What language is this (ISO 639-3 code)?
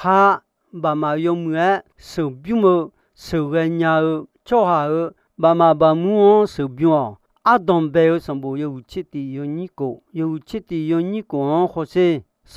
ahk